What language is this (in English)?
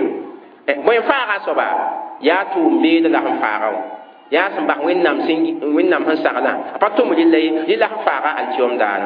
Mossi